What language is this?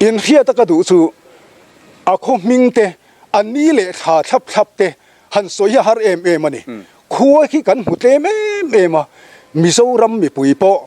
Mizo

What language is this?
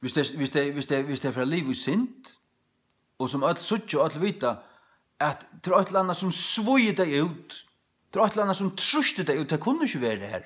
Faroese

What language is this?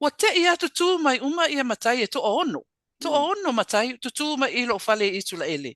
Samoan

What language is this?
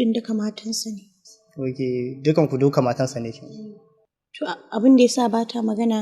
Hausa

